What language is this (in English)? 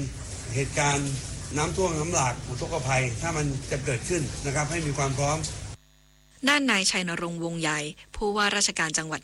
Thai